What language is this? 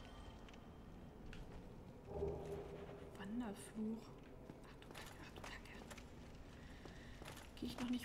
German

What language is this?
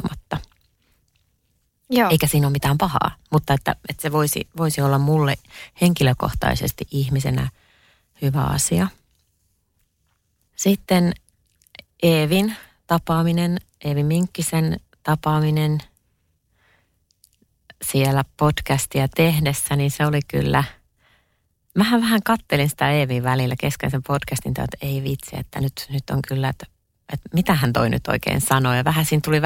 Finnish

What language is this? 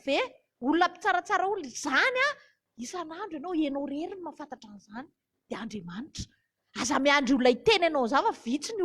Malagasy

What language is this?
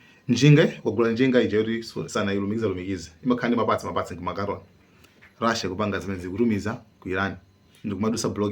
Nyanja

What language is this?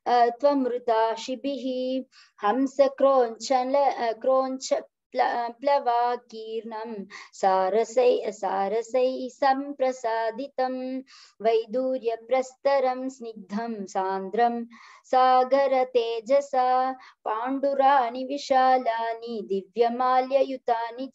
Sanskrit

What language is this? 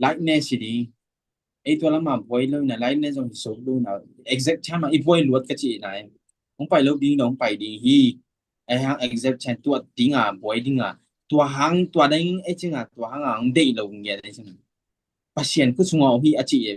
Tedim Chin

